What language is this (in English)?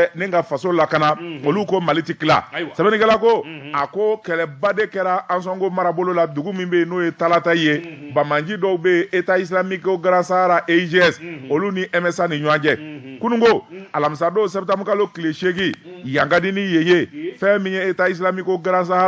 Bambara